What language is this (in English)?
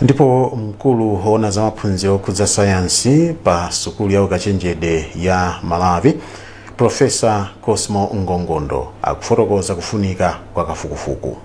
Nyanja